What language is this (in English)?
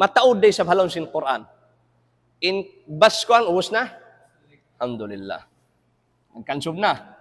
Tausug